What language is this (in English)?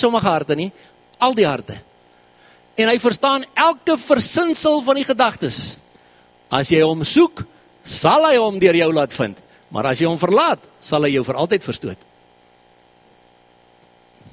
Afrikaans